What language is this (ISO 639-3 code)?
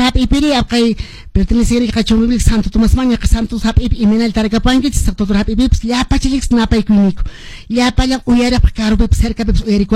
que